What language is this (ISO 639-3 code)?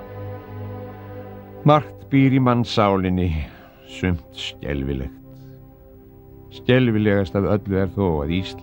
isl